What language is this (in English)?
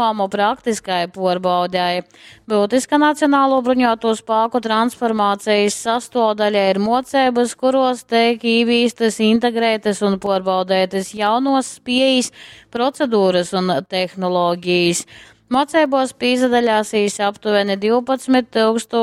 Latgalian